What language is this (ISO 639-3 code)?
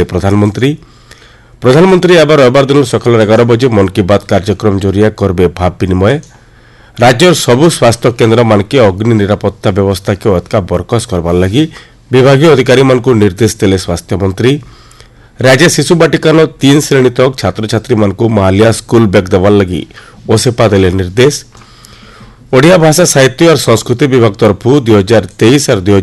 ori